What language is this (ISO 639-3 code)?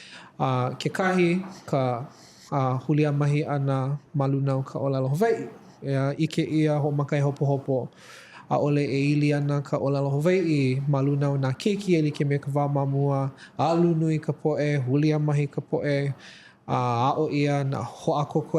haw